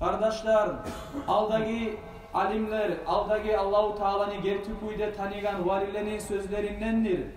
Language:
Kumyk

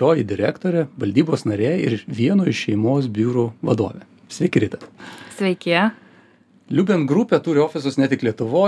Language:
Lithuanian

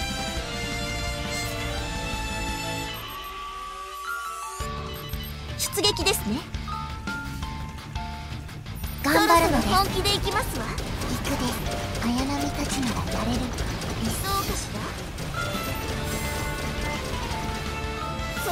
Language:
Japanese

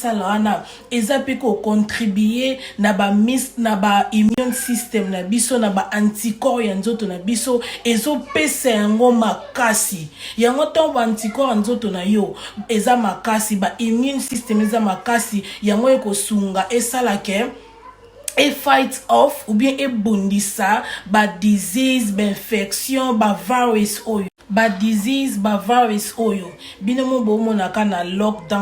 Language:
Lingala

